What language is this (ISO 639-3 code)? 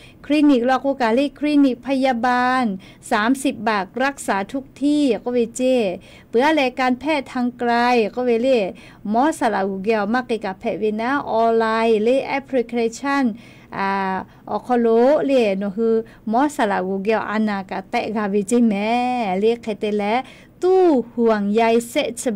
lhu